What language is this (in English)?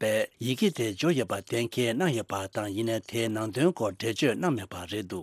Tibetan